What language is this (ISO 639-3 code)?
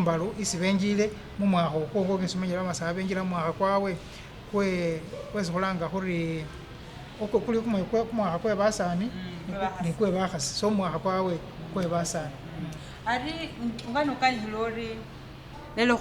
myx